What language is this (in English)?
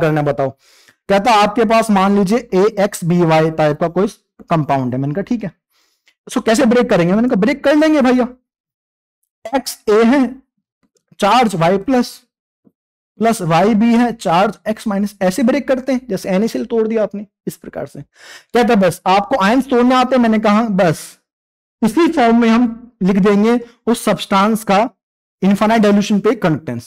Hindi